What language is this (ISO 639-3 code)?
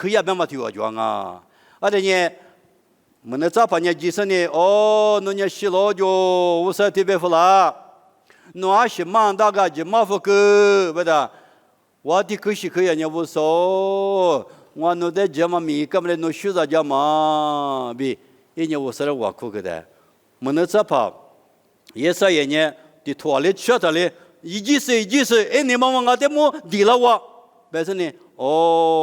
lis